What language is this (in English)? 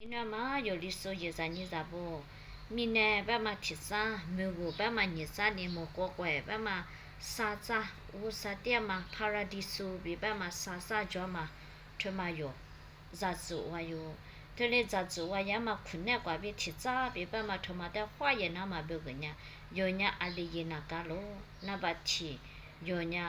Lisu